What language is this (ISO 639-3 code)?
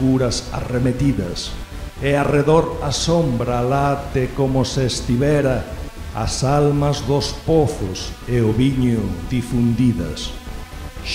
glg